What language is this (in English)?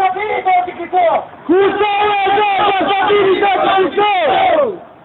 Tajik